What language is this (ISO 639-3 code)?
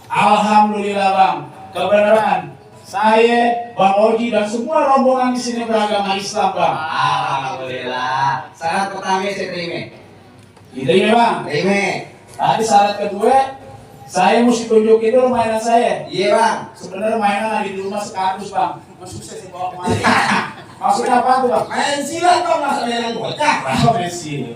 bew